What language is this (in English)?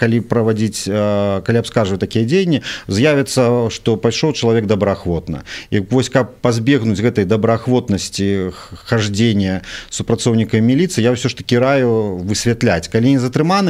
Belarusian